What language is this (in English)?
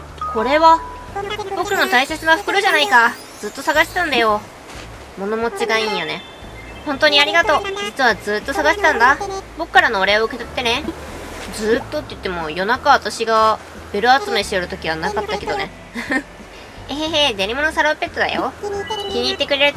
Japanese